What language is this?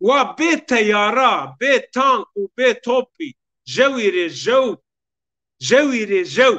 Zaza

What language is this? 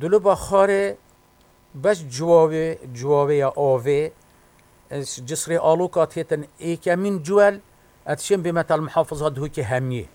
Kurdish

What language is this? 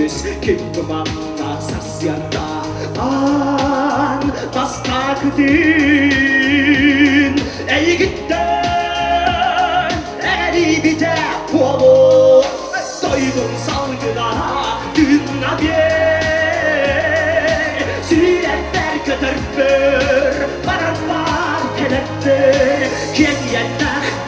Yakut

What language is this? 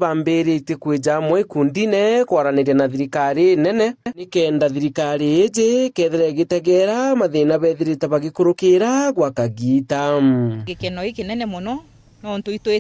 Meru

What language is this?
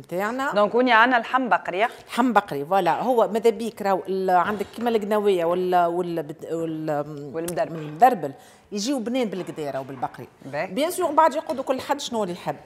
Tunisian Arabic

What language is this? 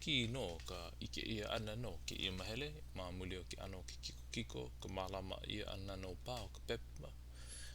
Hawaiian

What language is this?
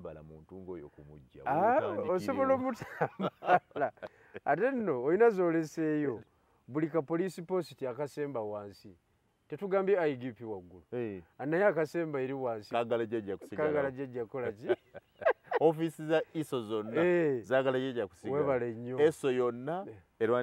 Ganda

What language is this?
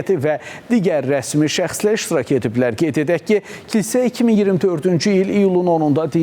Azerbaijani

